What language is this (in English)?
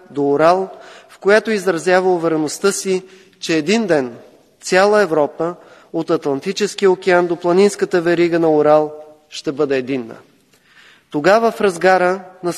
Bulgarian